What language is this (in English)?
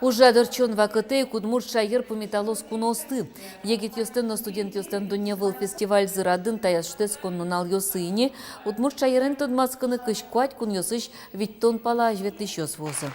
Udmurt